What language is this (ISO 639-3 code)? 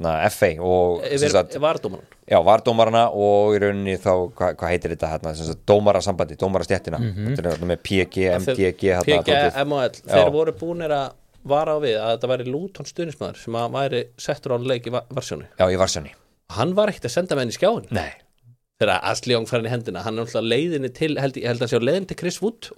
isl